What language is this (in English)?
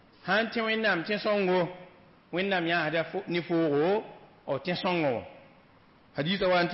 Mossi